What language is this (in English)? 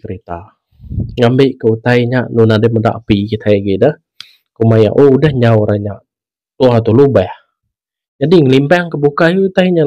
Iban